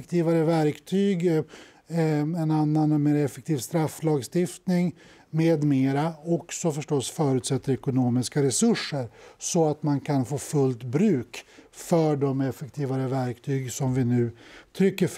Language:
Swedish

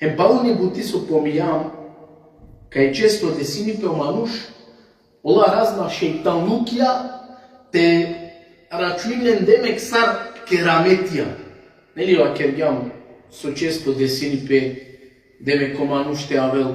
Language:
Balkan Romani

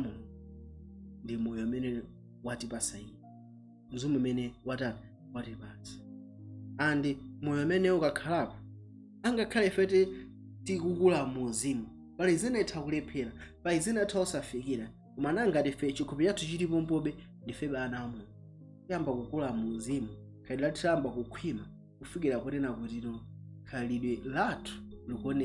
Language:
Nyanja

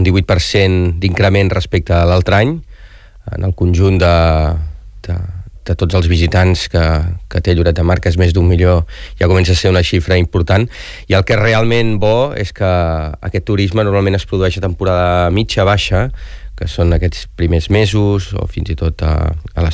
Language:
Catalan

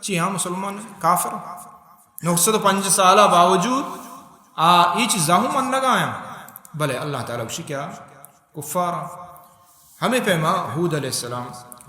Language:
Baluchi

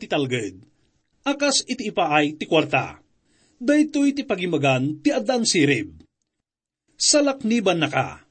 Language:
Iloko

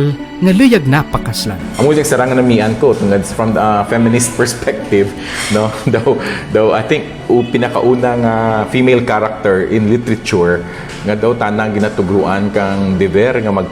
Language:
Kinaray-a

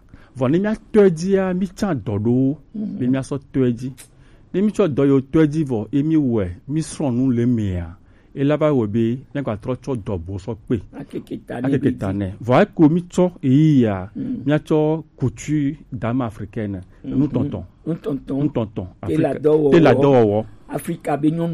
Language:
Gen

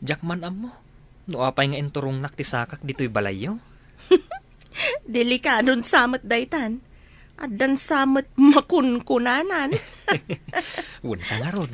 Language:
Iloko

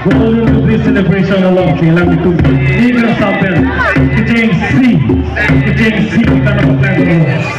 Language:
Karbi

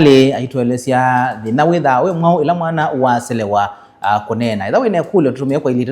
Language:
Kamba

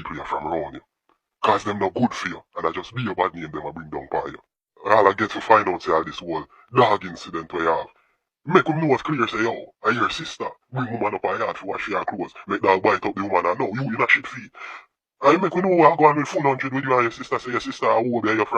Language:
Jamaican Creole English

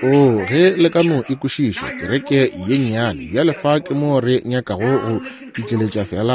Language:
Northern Sotho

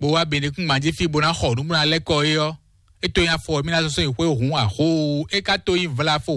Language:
Fon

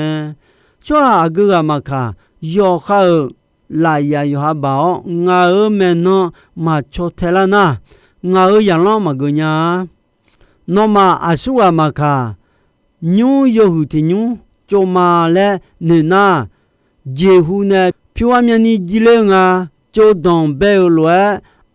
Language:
Akha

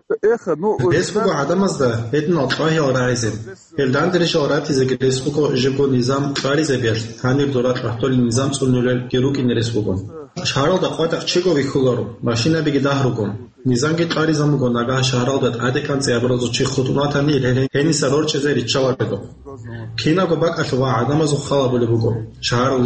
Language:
Avaric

